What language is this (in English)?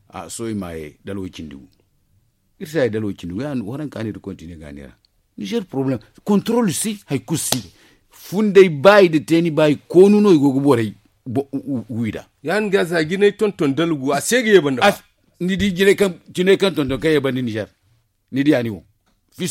Zarma